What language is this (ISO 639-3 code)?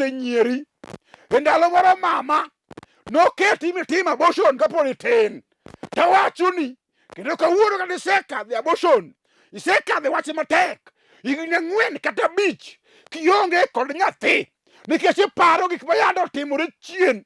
luo